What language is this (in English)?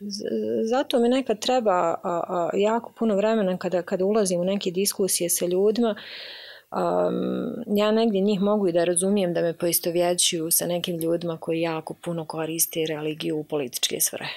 Bosnian